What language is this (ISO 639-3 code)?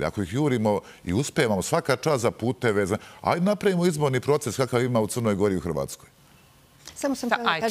srp